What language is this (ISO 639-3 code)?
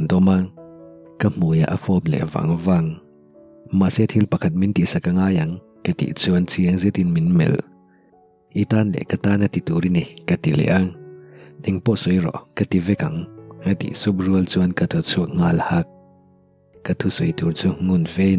lus